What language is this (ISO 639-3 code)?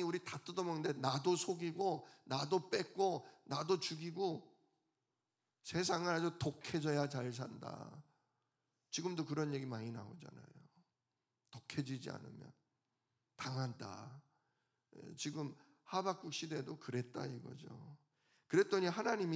kor